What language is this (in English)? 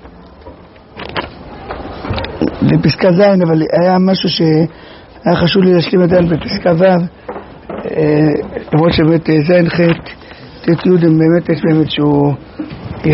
Hebrew